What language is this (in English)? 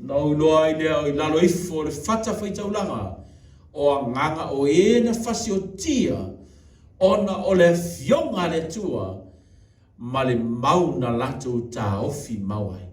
Samoan